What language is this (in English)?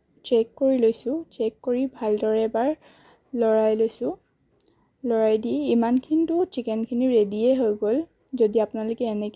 Assamese